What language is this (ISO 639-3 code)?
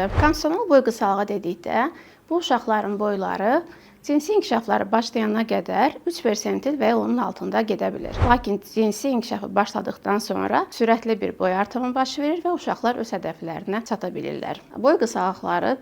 aze